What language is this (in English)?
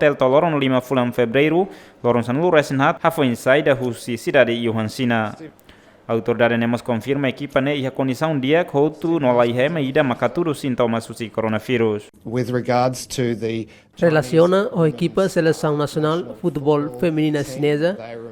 Tetum